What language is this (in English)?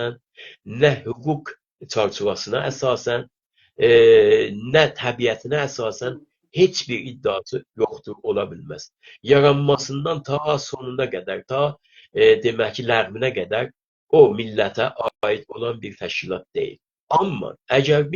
South Azerbaijani